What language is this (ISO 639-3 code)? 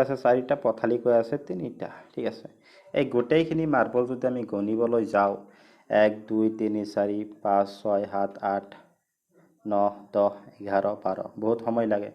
asm